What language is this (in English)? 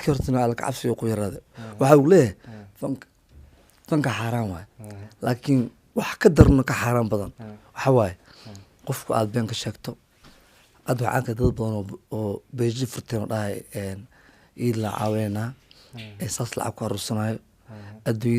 Somali